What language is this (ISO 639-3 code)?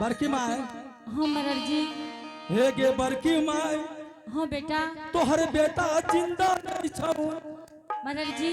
anp